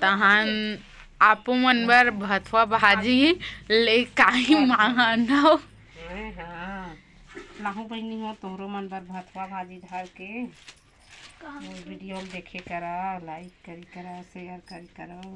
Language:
Chhattisgarhi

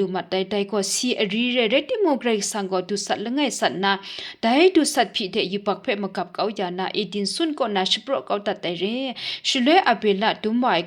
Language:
Kachin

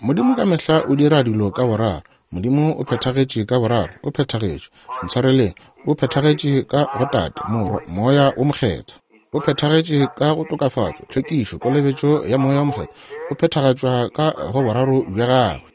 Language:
Northern Sotho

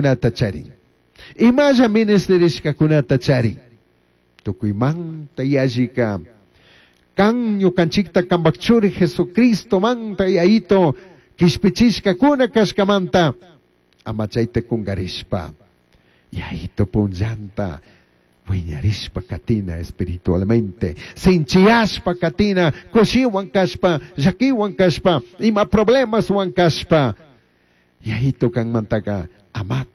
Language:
Chimborazo Highland Quichua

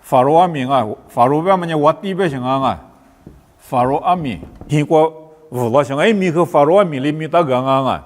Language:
Lisu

